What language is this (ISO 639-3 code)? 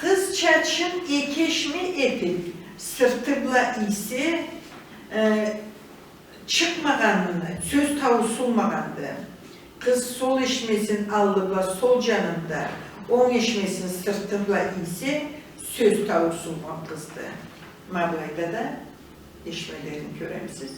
krc